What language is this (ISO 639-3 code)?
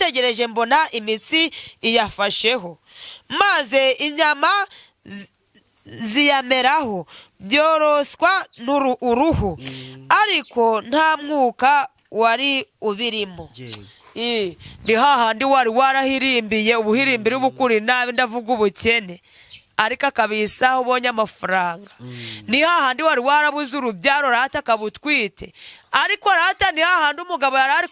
kin